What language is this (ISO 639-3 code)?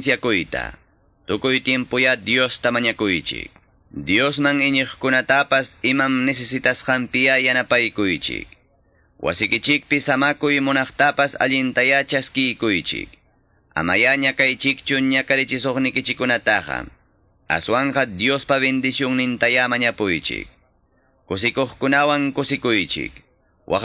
que